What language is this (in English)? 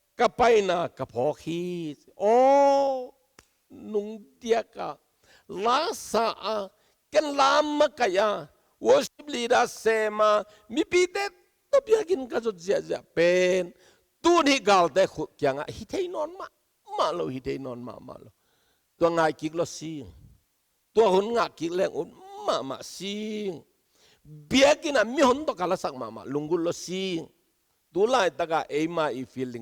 Tedim Chin